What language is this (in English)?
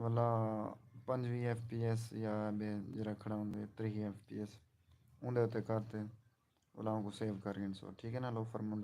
Saraiki